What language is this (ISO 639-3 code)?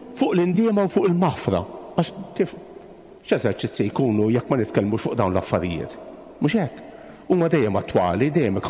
mlt